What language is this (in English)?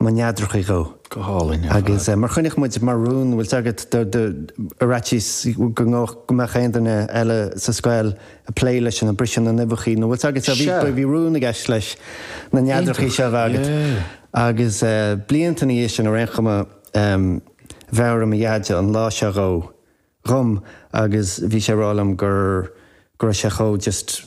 Irish